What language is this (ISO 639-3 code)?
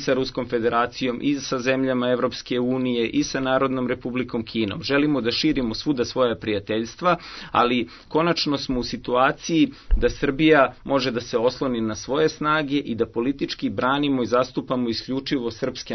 srp